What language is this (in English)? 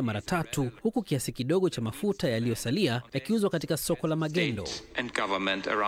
Swahili